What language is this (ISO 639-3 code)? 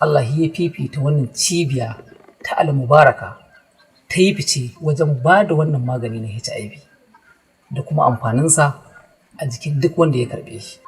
hau